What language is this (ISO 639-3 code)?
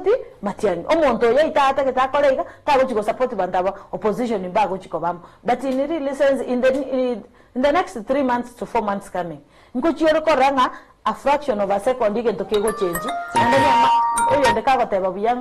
guz